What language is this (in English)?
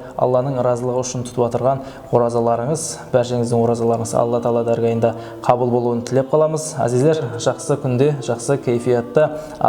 Kara-Kalpak